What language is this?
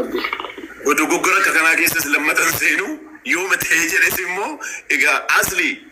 Oromo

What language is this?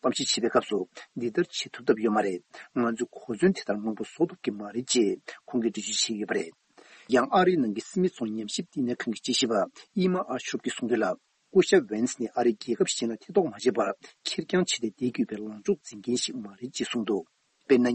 Tibetan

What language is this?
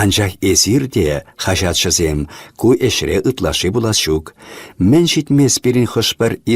Chuvash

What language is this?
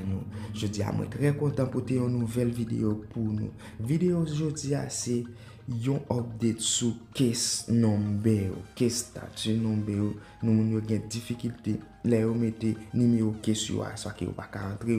Haitian Creole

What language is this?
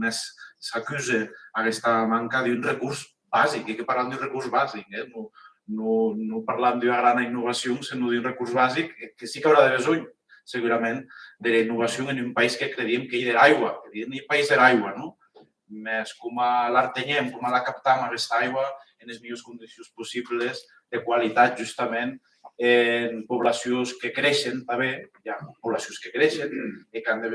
Occitan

